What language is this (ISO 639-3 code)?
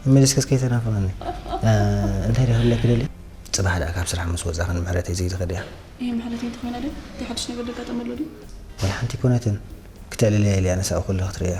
tir